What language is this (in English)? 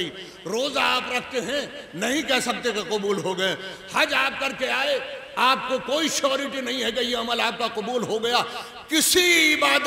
Urdu